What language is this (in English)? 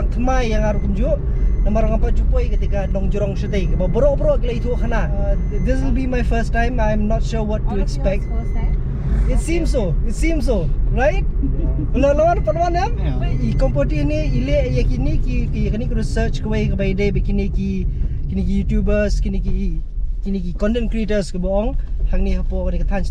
Khasi